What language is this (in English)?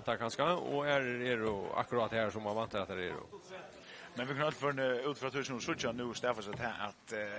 Faroese